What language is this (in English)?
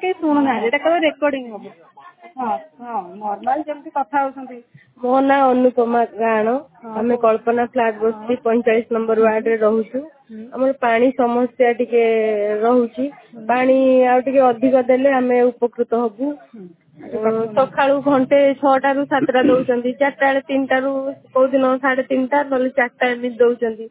Odia